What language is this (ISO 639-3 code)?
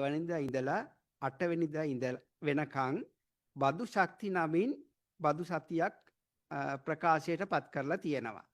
sin